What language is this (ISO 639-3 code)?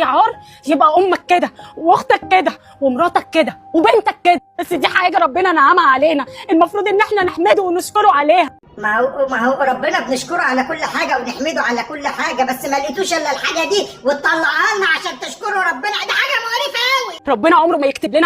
arz